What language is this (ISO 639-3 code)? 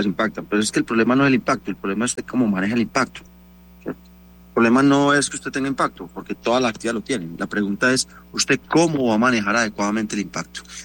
spa